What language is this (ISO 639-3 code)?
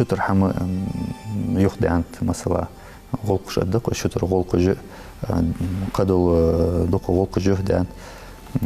inh